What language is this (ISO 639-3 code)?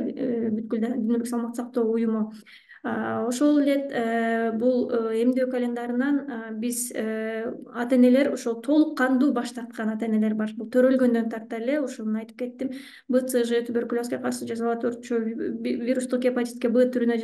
kir